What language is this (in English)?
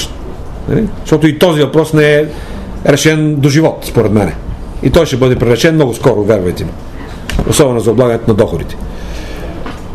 Bulgarian